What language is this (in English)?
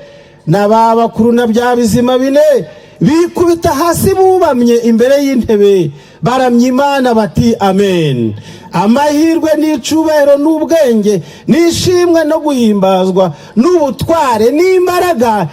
Kinyarwanda